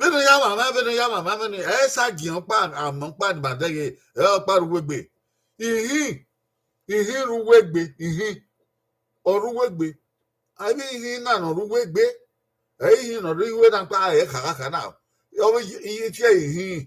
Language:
Bini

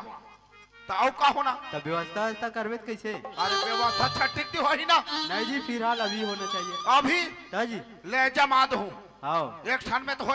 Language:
Chhattisgarhi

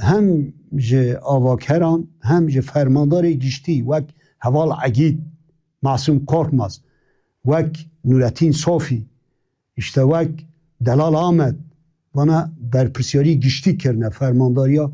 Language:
Kurdish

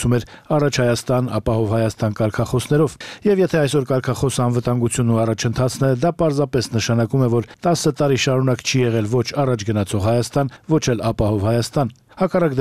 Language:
Armenian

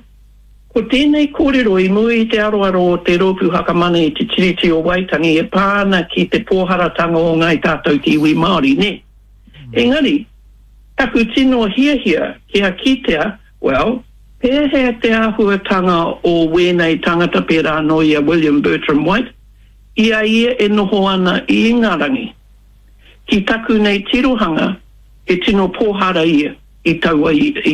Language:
Māori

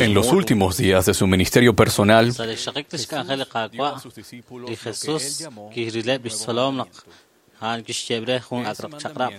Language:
Kekchí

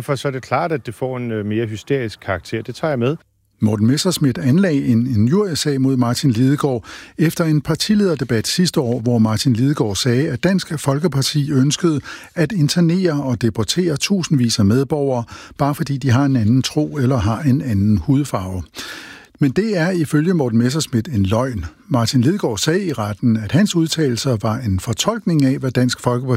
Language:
Danish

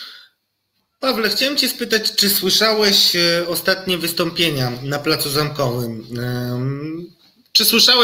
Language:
Polish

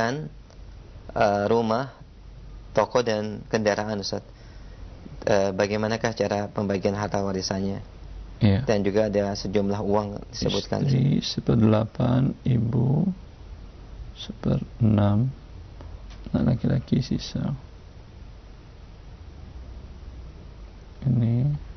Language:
Indonesian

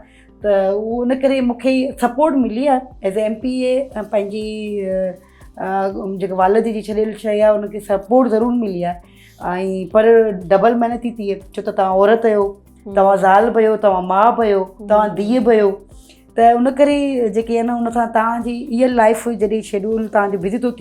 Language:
Sindhi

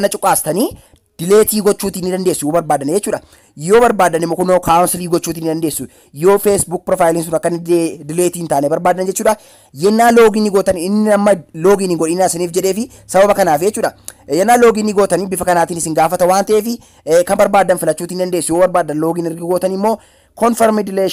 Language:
Oromo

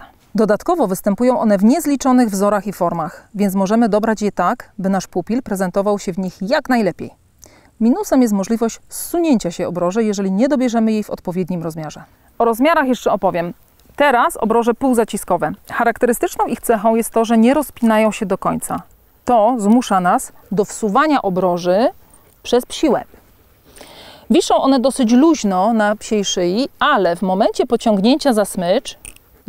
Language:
Polish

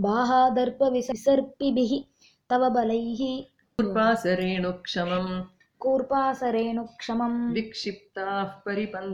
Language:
Sanskrit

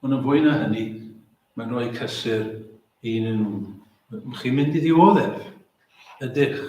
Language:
Welsh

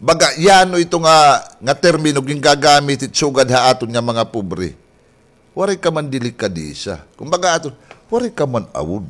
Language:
Waray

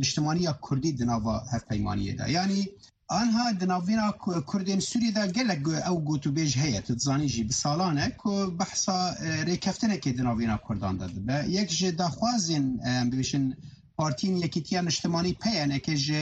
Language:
Kurdish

